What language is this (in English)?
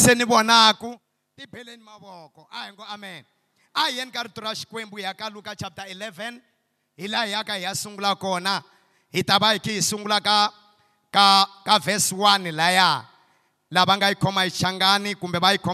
Tsonga